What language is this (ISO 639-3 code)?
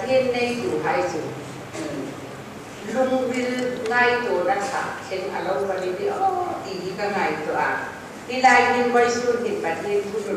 hmr